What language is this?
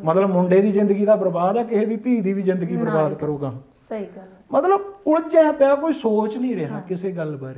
Punjabi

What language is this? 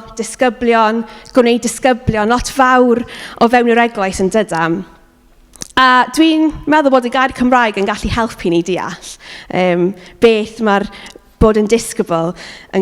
Welsh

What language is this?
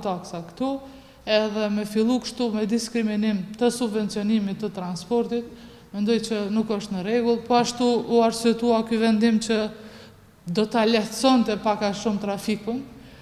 Albanian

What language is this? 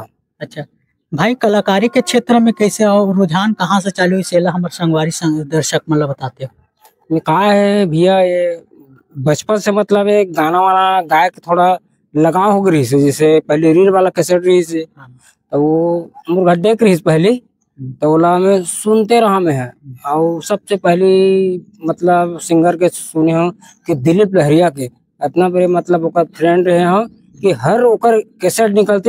Chhattisgarhi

